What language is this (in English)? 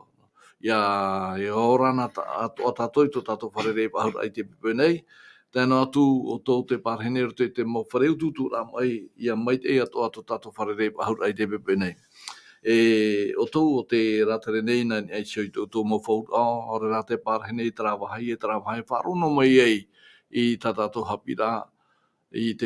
Tahitian